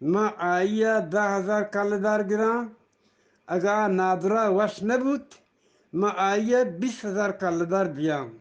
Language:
Eastern Balochi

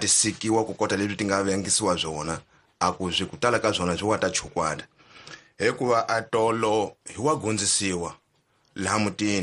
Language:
Tsonga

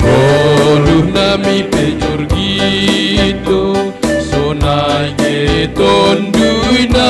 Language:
Batak Simalungun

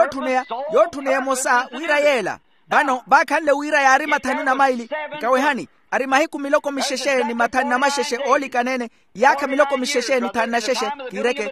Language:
Makhuwa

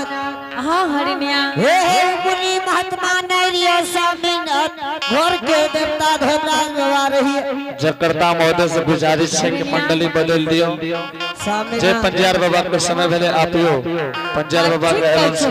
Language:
Angika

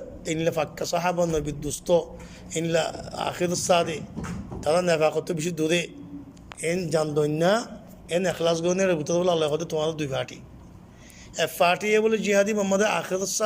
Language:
Rohingya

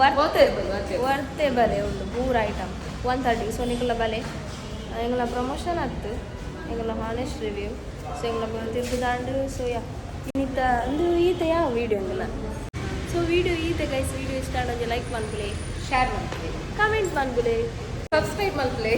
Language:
Tulu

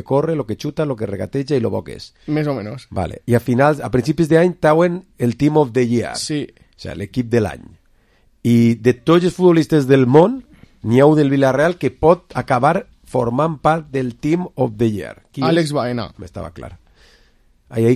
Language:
Catalan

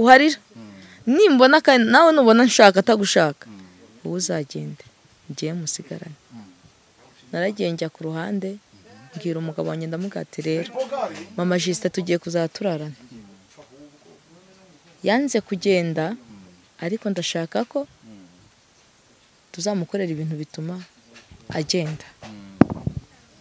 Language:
Kinyarwanda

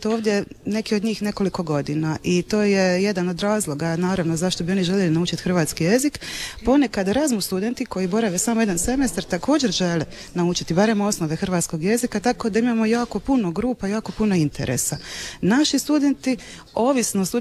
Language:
Croatian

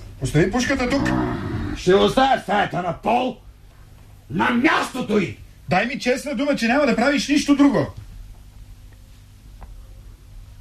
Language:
Bulgarian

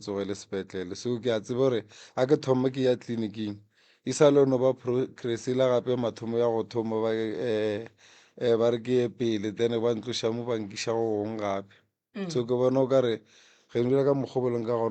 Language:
Northern Sotho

